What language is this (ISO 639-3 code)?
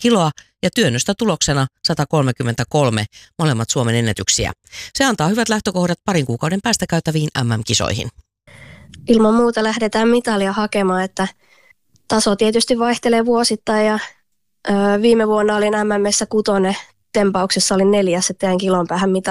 fin